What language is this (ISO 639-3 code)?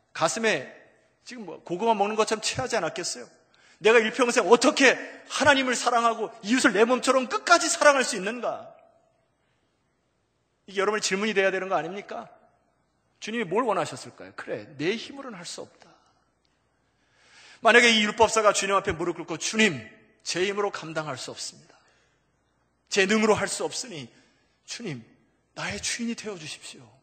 kor